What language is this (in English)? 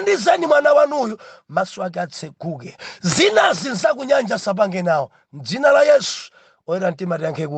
Nyanja